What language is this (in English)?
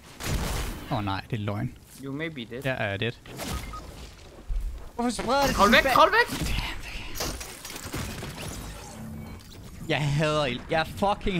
Danish